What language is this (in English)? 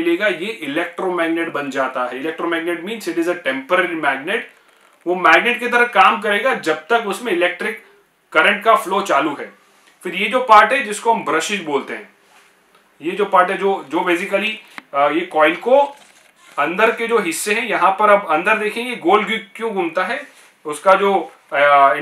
Hindi